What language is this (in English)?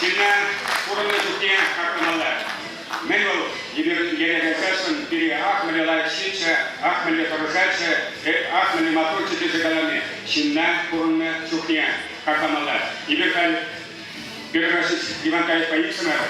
Chuvash